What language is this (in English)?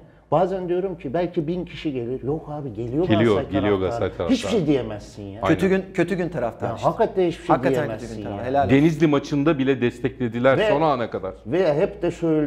Turkish